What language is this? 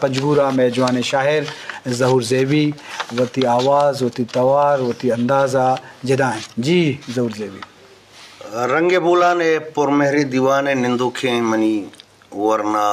Eastern Balochi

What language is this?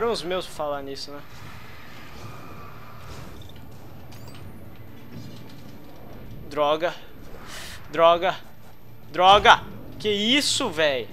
Portuguese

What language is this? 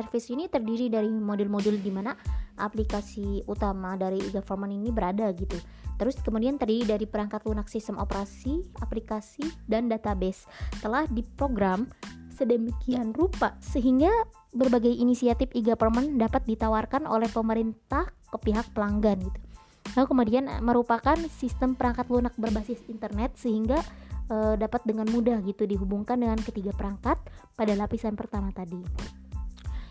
Indonesian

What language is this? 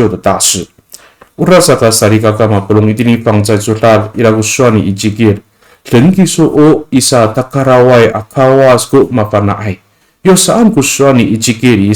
Amis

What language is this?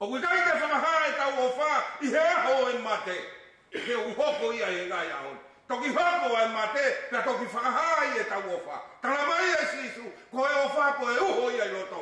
Tongan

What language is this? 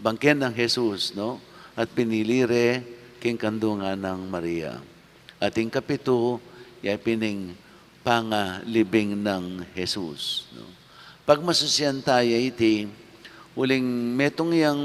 Pampanga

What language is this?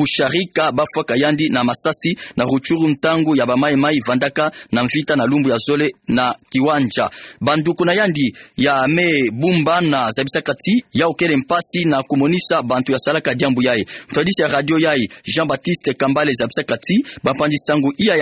Kituba (Democratic Republic of Congo)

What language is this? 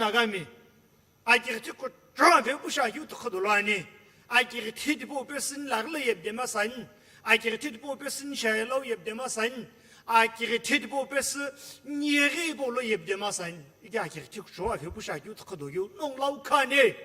Sumi Naga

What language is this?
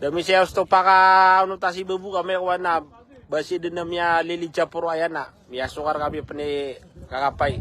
Maranao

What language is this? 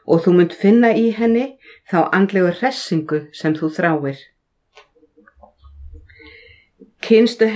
Icelandic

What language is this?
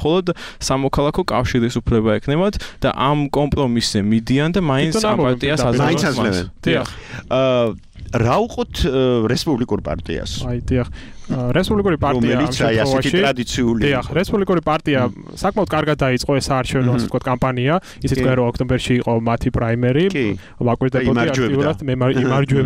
Georgian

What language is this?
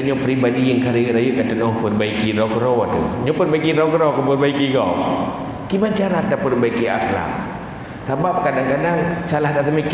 Achinese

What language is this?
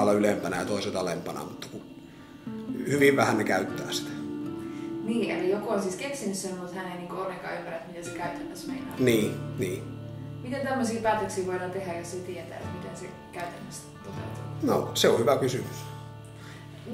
Finnish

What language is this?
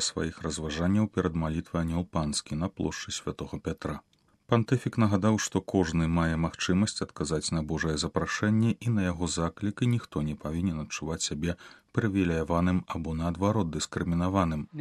Belarusian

